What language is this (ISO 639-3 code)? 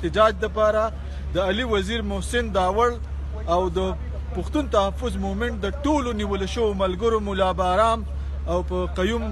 pus